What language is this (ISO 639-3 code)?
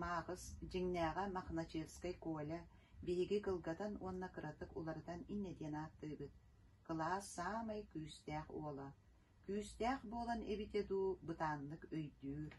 sah